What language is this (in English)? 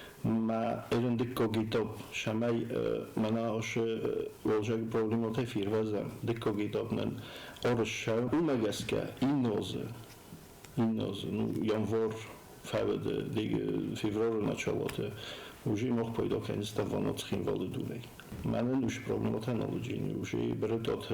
Ossetic